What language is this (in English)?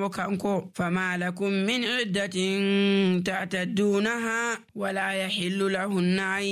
Nigerian Fulfulde